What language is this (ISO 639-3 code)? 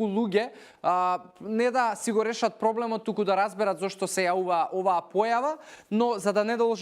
mkd